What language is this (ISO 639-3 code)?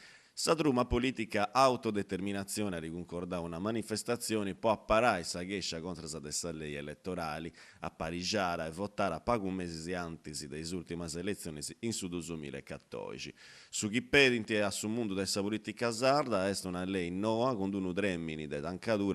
srd